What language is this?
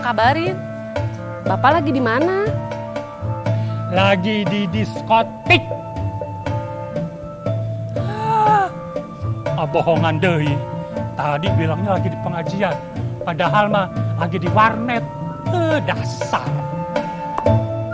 Indonesian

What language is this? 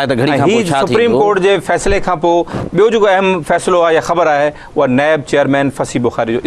Sindhi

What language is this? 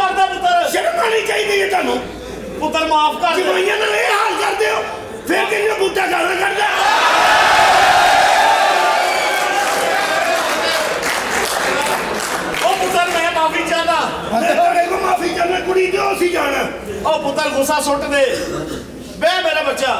Punjabi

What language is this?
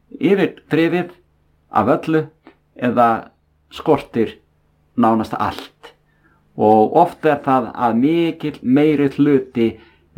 Icelandic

